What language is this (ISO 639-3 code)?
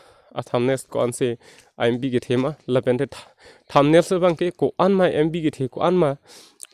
mjw